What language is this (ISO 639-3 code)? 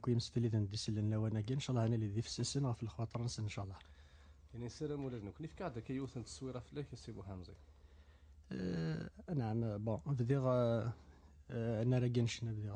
kab